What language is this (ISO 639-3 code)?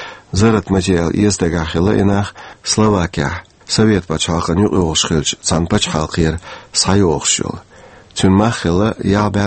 che